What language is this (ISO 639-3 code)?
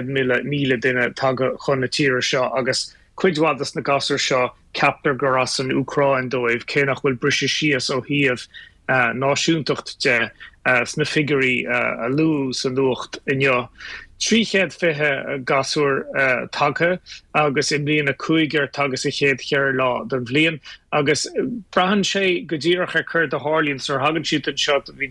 gle